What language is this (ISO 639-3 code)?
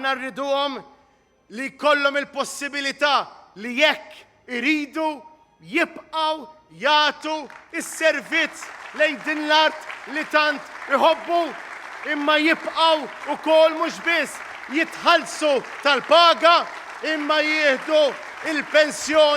mlt